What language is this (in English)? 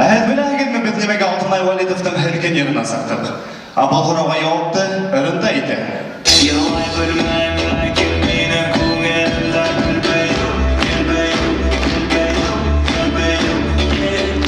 Bashkir